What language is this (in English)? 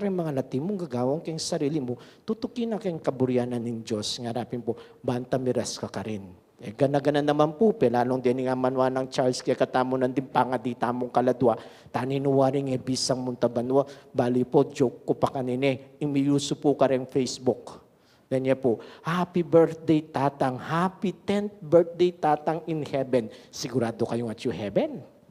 Pampanga